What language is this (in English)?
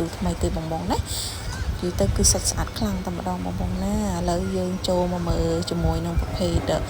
Khmer